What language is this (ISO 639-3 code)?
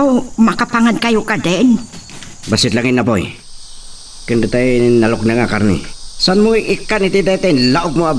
ilo